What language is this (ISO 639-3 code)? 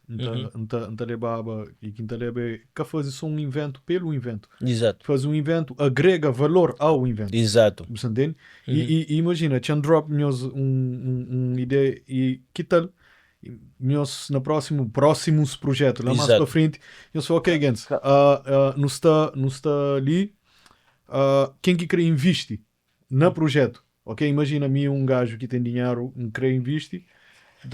kea